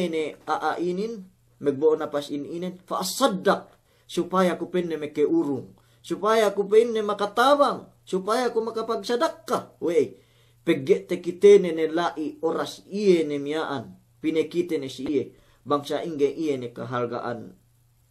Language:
Yakan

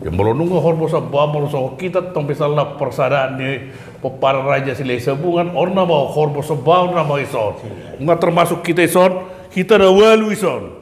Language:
Batak Toba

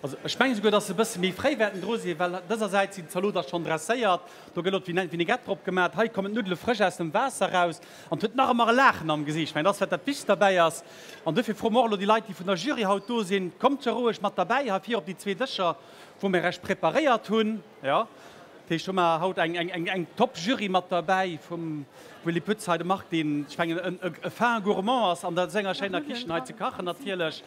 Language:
Luxembourgish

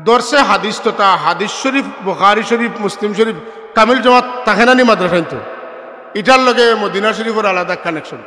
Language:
Sylheti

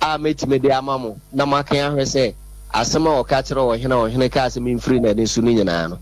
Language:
Akan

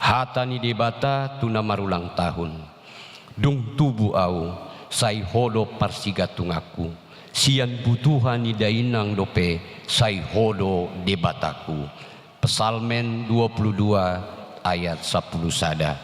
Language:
Batak Toba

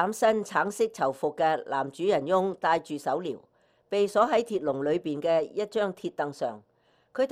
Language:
Cantonese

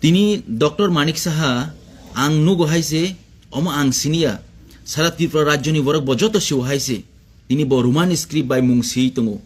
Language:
Kok Borok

